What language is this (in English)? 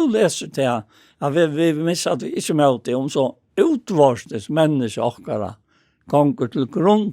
Faroese